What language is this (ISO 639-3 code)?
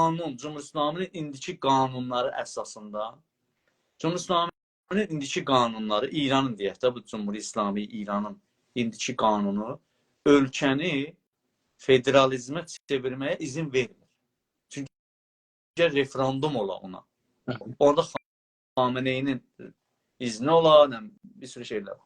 azb